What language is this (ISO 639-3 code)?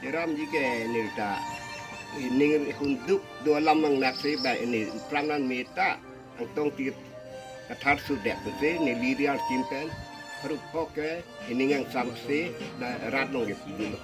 mjw